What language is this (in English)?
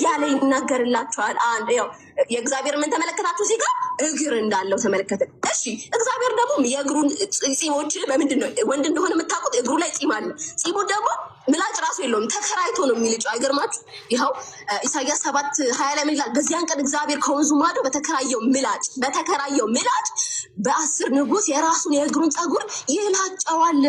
Amharic